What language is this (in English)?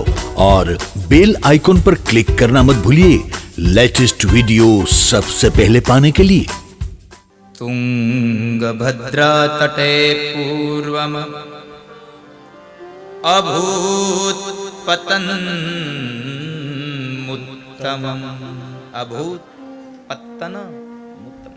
Gujarati